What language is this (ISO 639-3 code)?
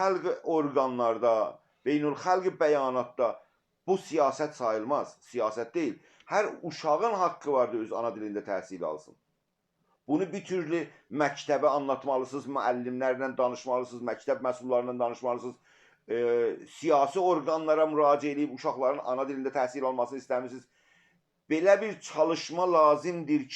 azb